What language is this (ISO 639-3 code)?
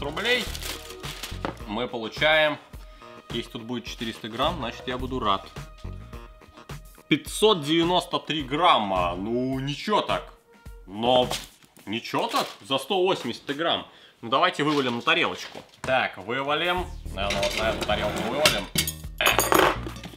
rus